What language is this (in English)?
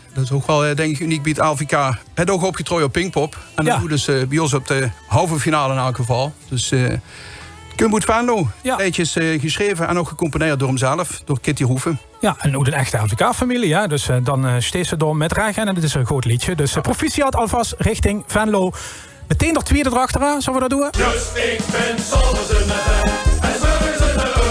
Limburgish